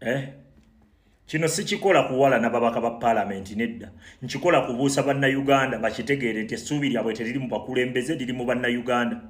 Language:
Ganda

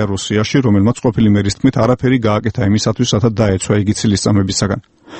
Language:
Georgian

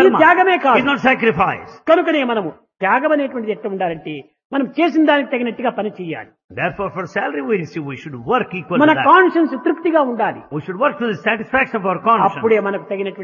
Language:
Telugu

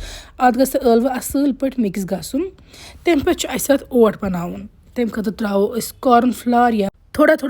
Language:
Kashmiri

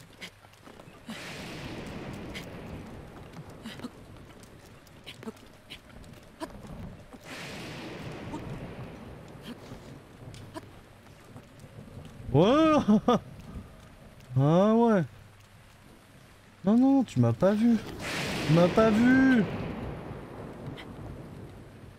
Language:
French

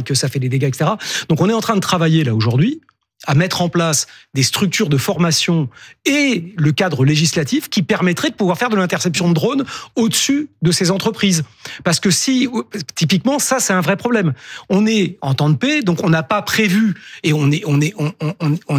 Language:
French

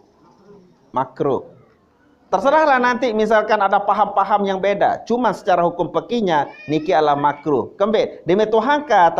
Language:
Sasak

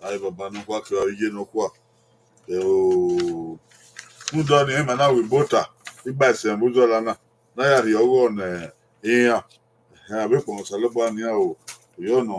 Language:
Bini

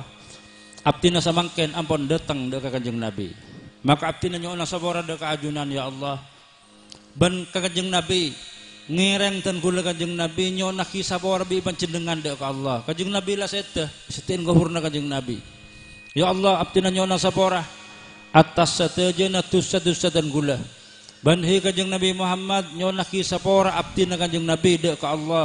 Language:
Madurese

